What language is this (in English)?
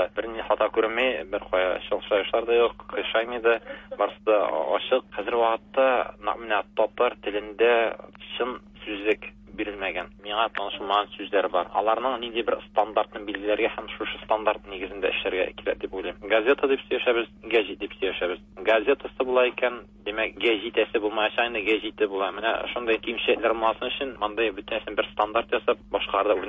Tatar